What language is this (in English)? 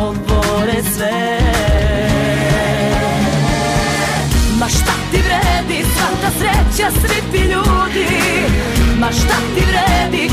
Serbian